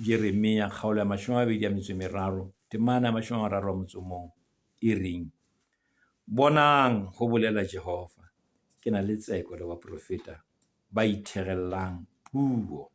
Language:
Southern Sotho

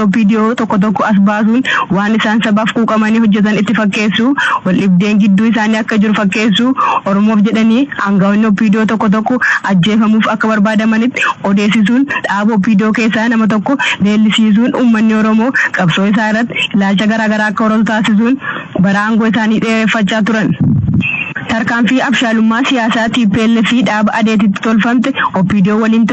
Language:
Oromo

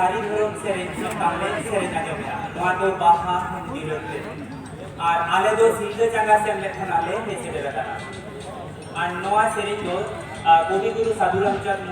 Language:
Santali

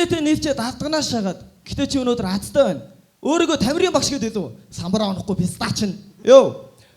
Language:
Mongolian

